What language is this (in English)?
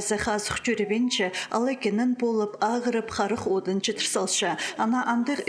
Khakas